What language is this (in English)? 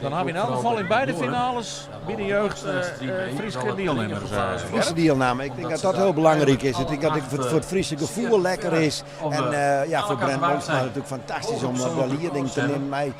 Western Frisian